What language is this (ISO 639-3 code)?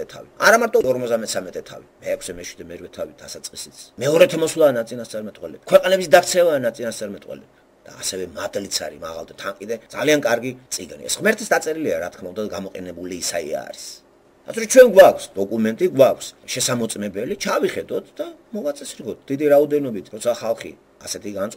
kat